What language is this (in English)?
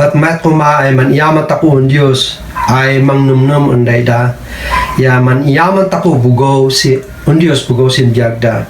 Kankanaey